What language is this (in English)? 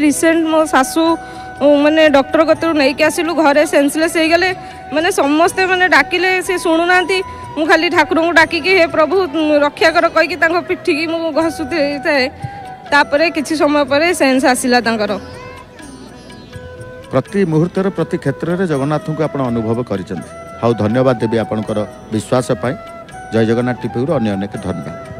Odia